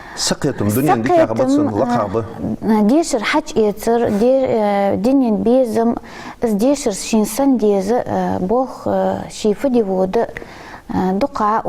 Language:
Ingush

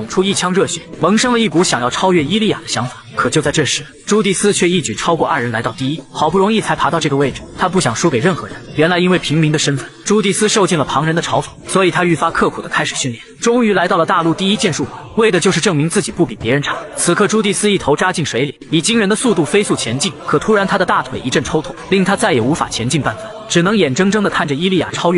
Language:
Chinese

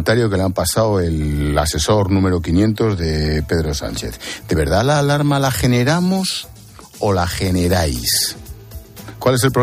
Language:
Spanish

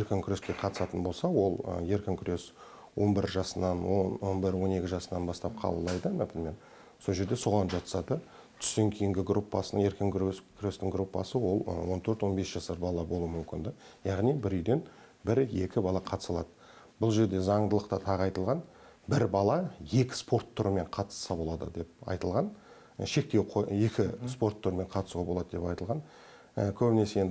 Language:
Kazakh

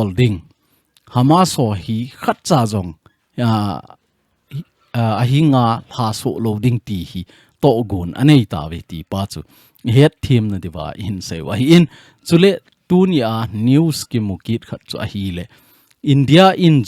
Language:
Thado Chin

